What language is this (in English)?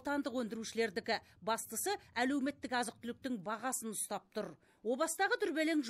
Kazakh